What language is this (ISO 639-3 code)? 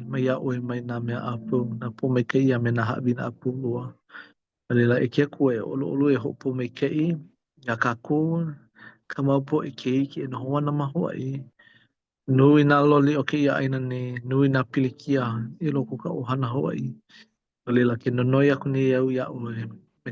haw